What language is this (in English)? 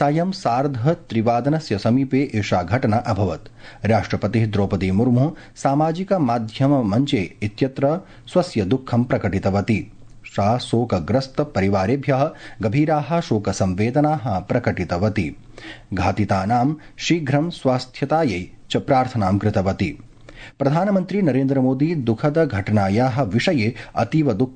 Sanskrit